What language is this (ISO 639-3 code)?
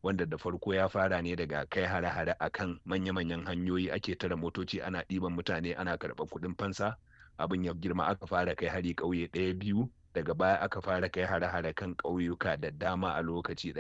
hau